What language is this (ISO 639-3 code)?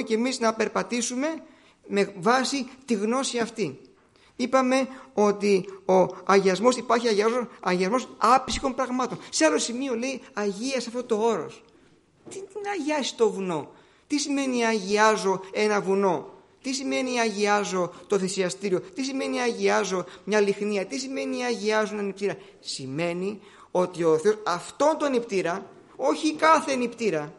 ell